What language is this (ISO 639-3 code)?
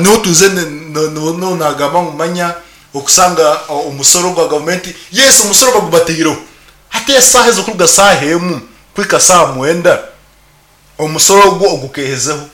nyn